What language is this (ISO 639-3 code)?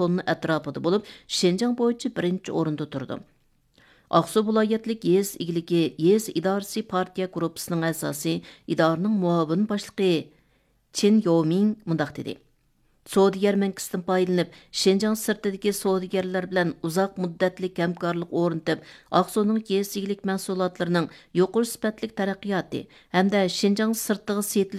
uig